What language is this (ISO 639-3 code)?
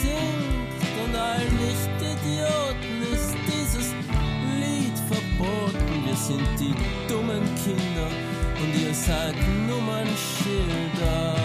bar